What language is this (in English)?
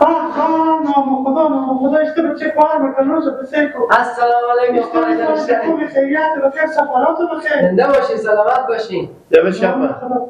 Persian